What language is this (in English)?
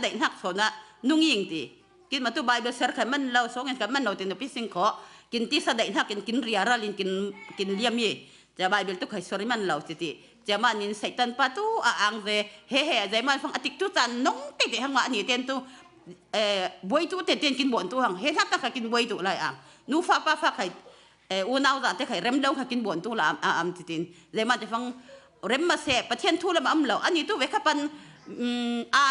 Falam Chin